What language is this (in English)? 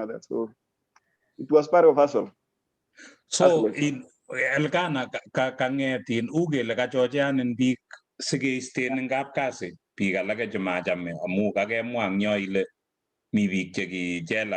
Kalenjin